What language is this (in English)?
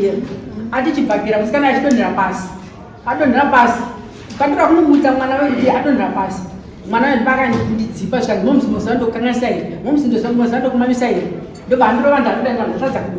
Shona